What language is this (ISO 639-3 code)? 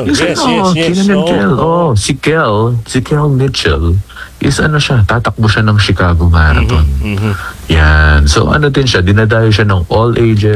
fil